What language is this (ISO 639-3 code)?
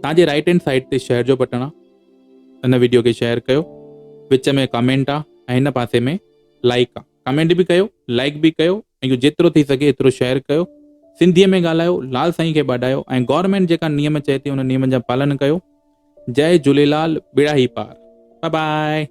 snd